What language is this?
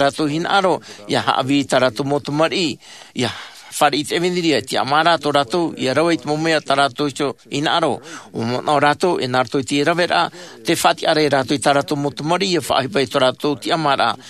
Tahitian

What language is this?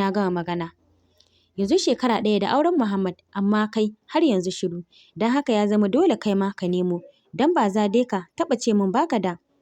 Hausa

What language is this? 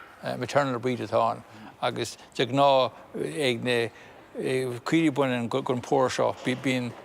Irish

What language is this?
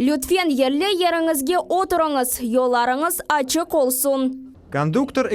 Crimean Tatar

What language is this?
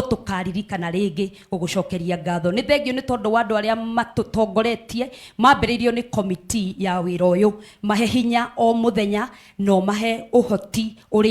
Kikuyu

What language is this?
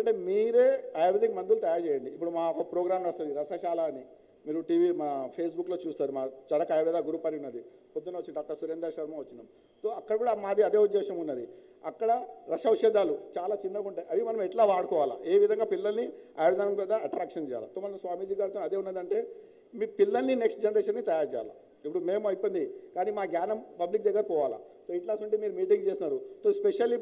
Telugu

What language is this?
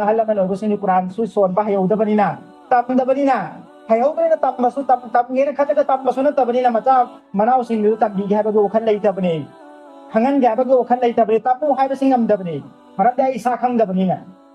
Manipuri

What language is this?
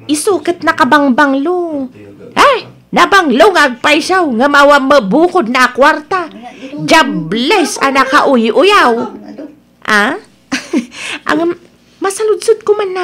Iloko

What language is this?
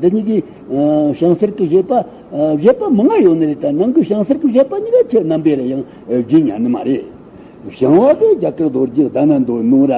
Tibetan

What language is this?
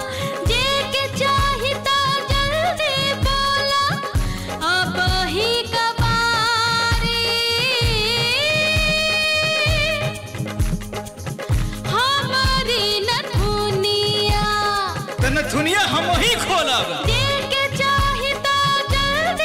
Bhojpuri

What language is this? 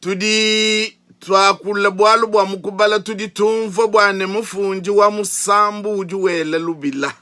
Luba-Lulua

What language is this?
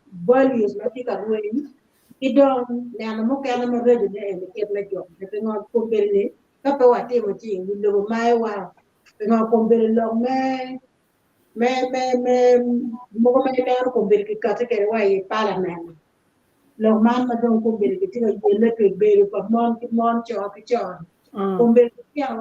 Acoli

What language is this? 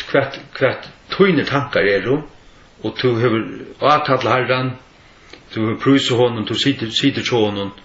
Faroese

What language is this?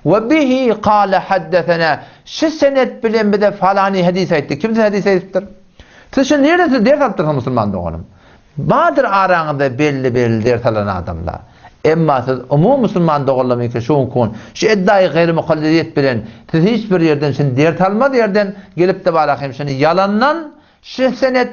Turkmen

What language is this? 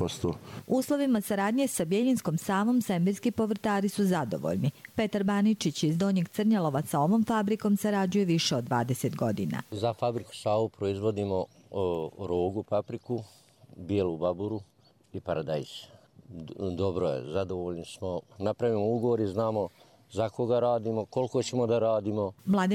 Croatian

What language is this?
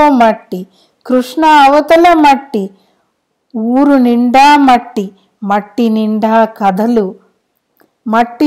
Telugu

